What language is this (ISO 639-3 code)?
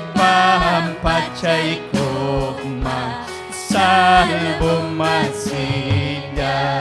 quy